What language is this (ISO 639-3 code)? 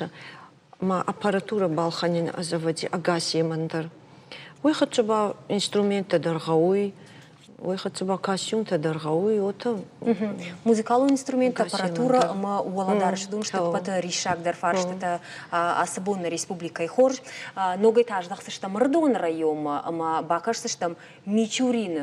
oss